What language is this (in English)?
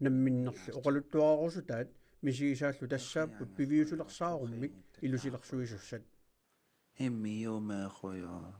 Kalaallisut